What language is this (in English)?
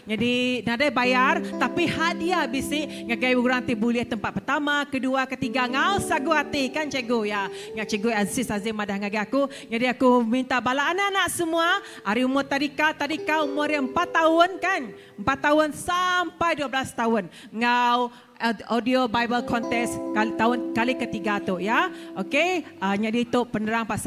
Iban